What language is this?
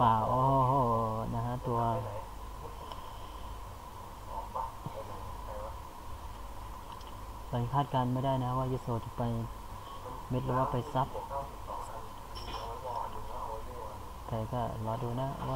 Thai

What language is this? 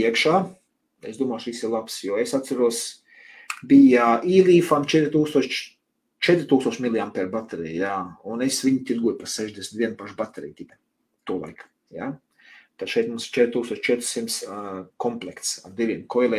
Latvian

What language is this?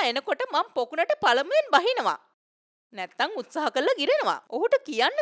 Sinhala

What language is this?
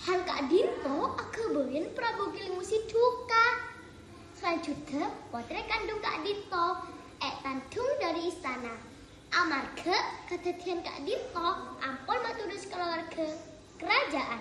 Madurese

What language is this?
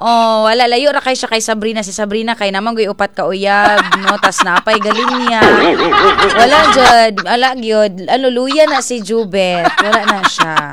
Cebuano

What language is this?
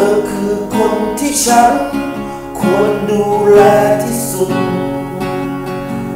Thai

